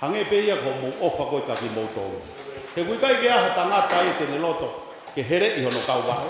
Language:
Tongan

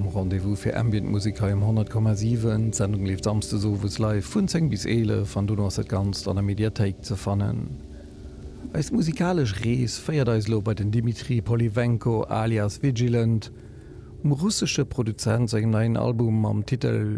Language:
Luxembourgish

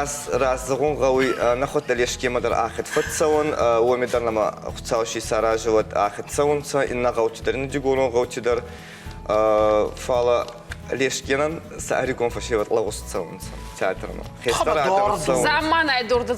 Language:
Ossetic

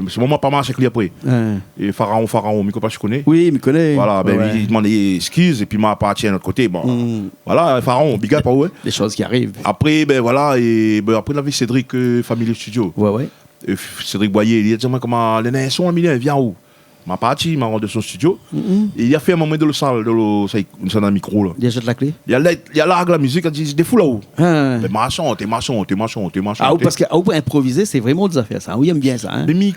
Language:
Réunion Creole French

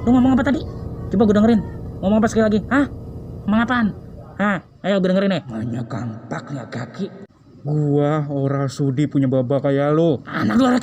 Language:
Betawi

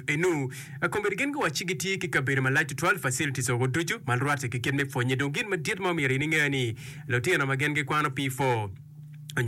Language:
Acoli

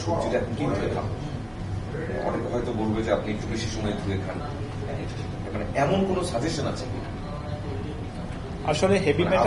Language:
Bangla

